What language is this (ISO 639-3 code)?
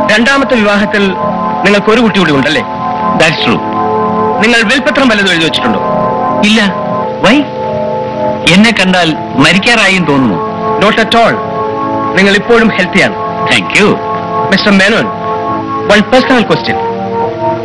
mal